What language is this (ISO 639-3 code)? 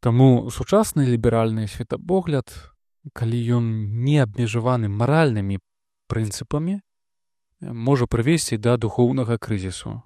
bel